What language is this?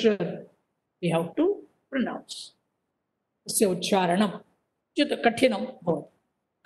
Sanskrit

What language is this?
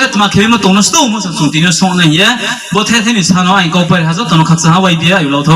Riang (India)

